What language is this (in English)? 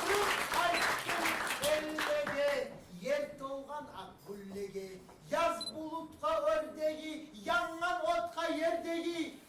Kumyk